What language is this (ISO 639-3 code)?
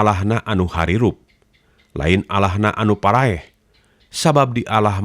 sun